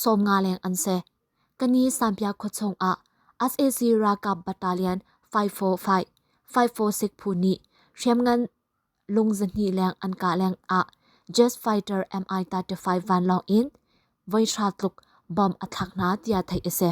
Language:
Hakha Chin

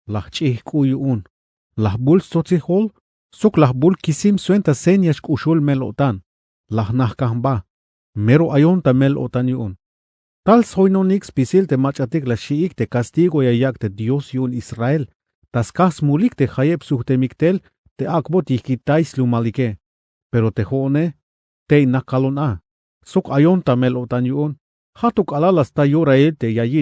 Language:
Tzeltal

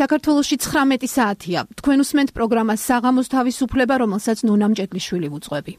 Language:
Georgian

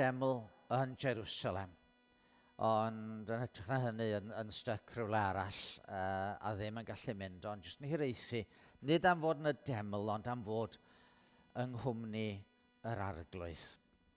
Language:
Welsh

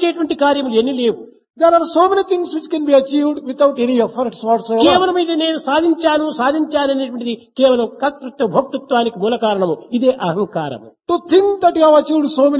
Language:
Telugu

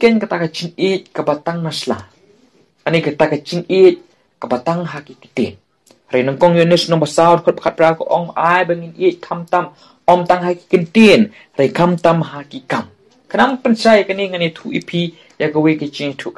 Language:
Khasi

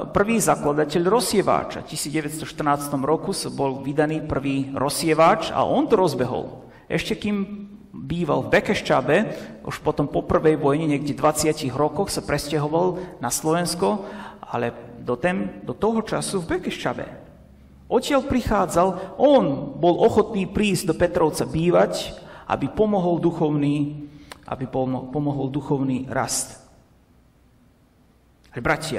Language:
Slovak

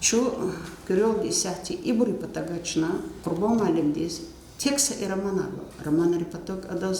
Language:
Lezghian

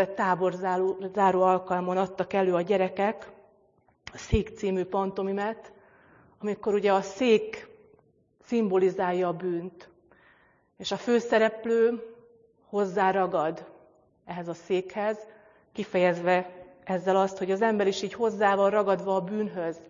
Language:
Hungarian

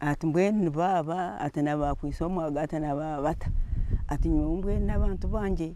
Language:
Nyankole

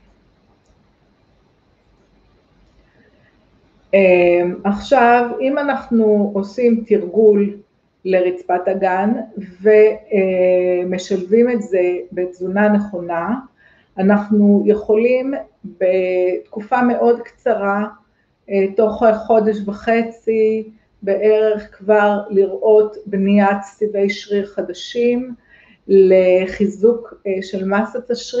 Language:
Hebrew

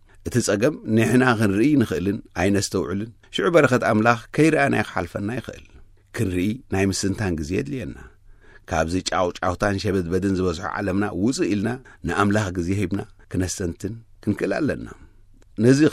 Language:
Tigrinya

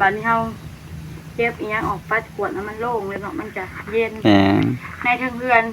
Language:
Northeastern Thai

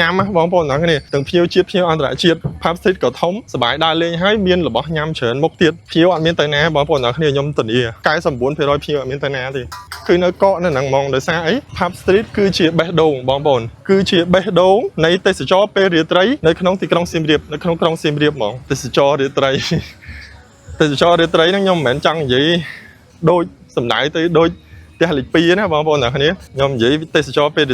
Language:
Khmer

